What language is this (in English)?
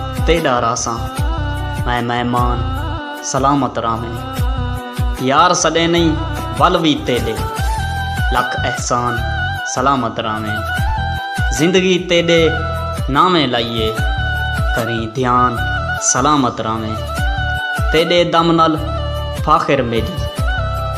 Saraiki